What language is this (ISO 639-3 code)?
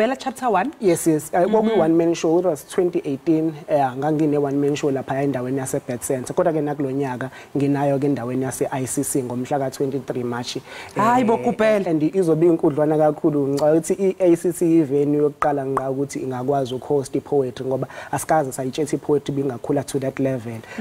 zul